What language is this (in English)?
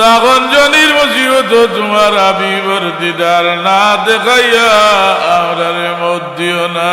Sylheti